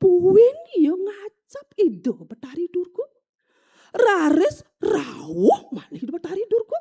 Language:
Balinese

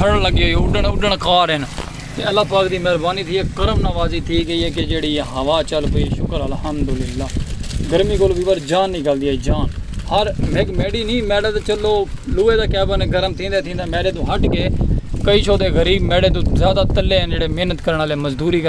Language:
Saraiki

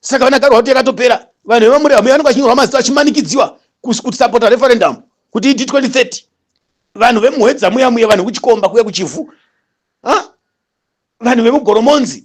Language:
Shona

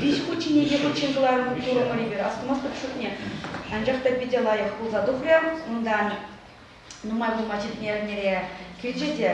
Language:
Chuvash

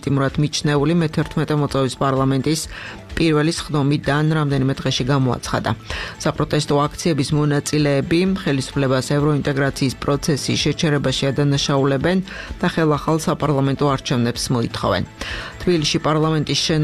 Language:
Georgian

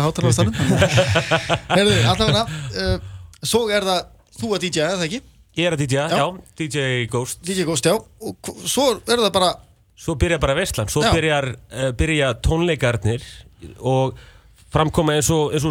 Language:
Icelandic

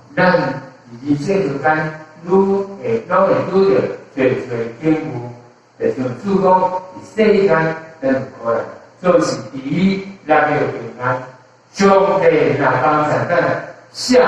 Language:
Min Nan Chinese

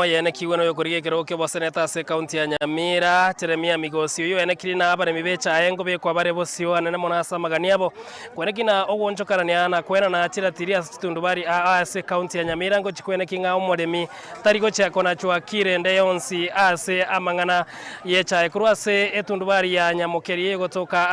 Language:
Gusii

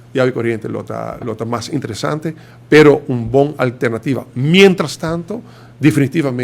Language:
Papiamento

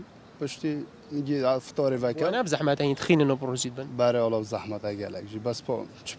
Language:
Kurdish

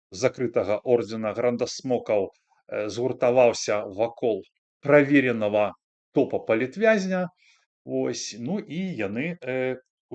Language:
Belarusian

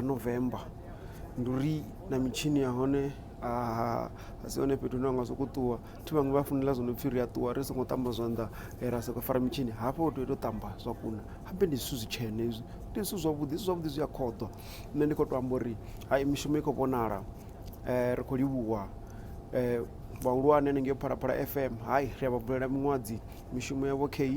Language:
Venda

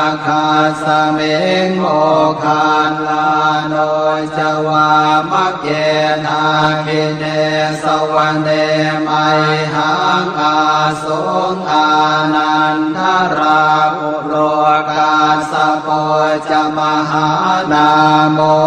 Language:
Pali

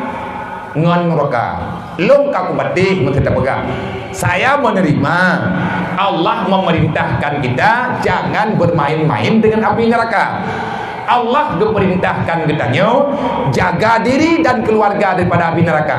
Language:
Achinese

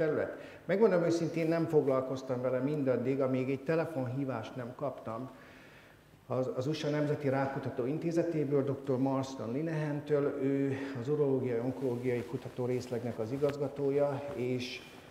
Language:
Hungarian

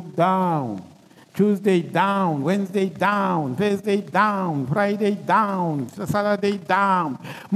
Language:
Tsonga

